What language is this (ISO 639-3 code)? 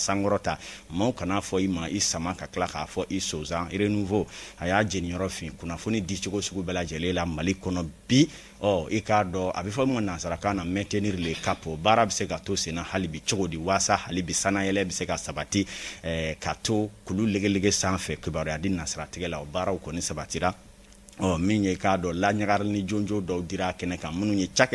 bam